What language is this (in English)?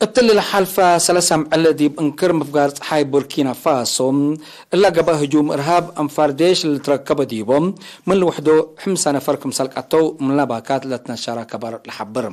Tigre